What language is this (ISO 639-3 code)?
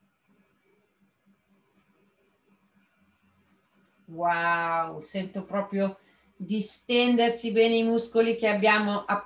ita